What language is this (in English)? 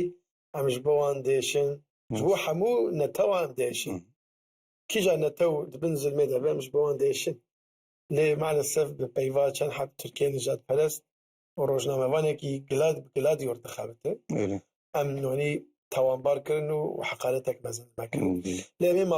Kurdish